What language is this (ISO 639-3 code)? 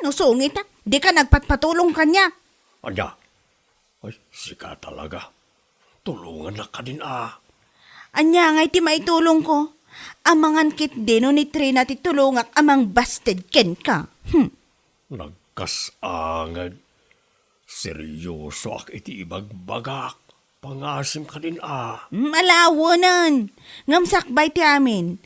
ilo